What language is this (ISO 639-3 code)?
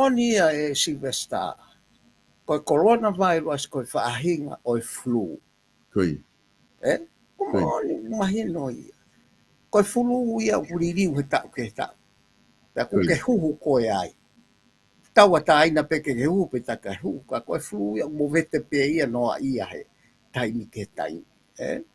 ton